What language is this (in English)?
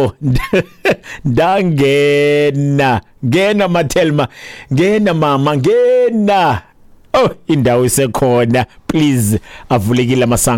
Xhosa